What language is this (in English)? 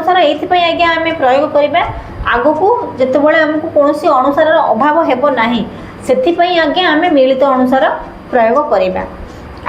Odia